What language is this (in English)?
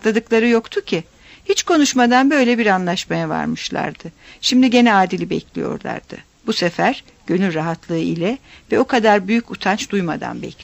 Turkish